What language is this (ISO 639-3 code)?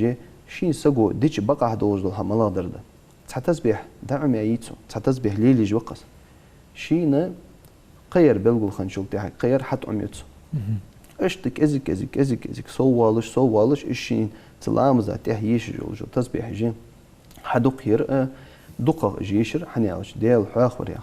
inh